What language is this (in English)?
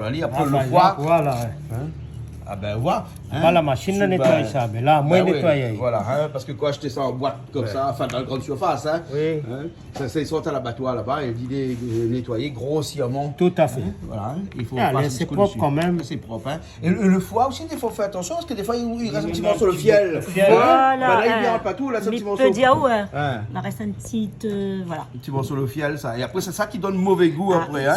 Réunion Creole French